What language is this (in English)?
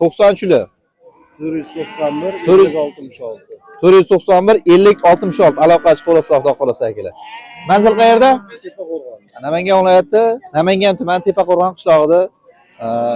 Uzbek